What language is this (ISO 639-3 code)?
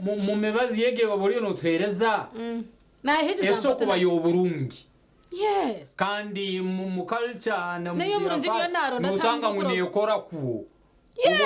nyn